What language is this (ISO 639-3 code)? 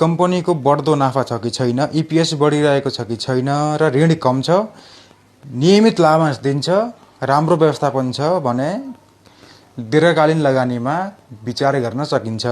nep